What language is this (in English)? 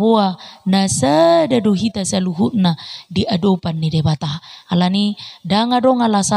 Batak Toba